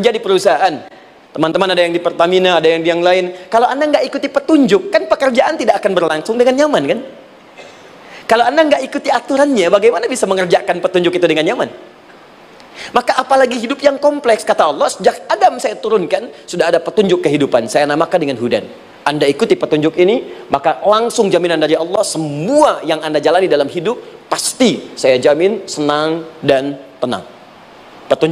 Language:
Indonesian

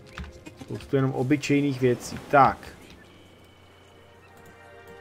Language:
Czech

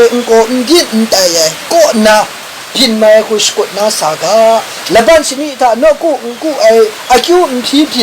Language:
Kachin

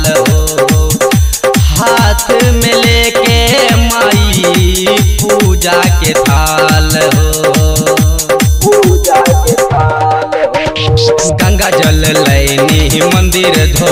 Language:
Bhojpuri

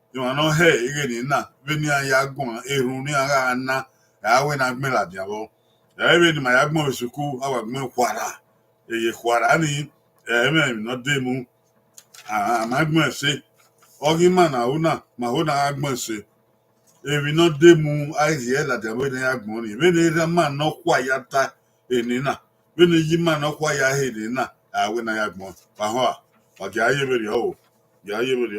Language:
Bini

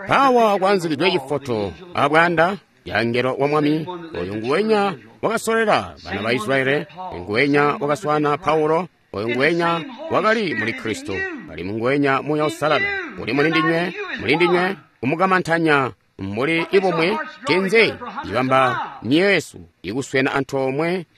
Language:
Tonga (Zambia)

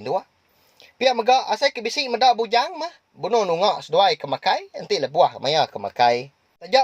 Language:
Iban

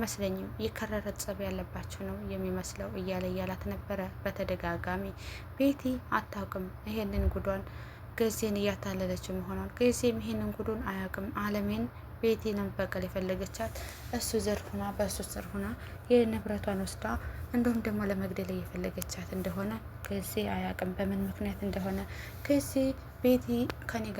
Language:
Amharic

